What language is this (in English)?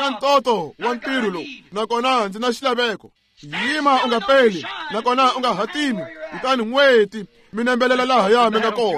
Tsonga